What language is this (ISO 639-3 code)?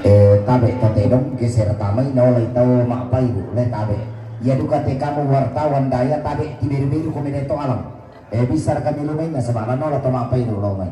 sda